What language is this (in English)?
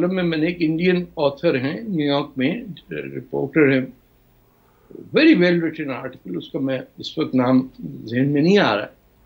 Urdu